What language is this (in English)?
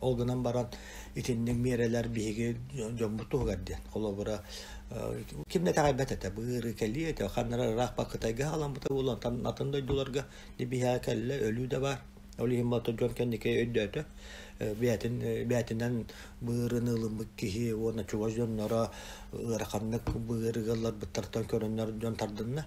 Yakut